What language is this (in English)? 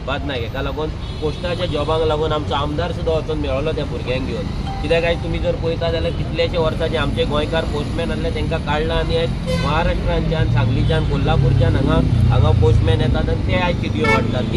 Konkani